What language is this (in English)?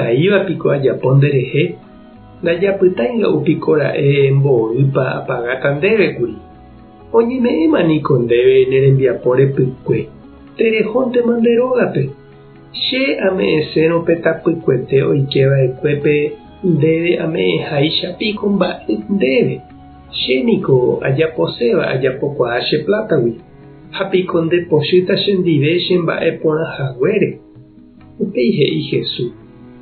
Guarani